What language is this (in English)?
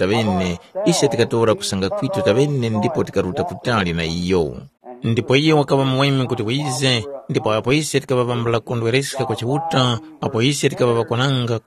Tumbuka